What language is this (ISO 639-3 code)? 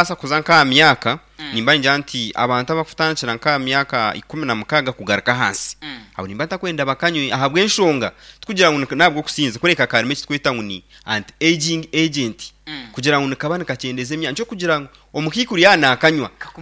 nyn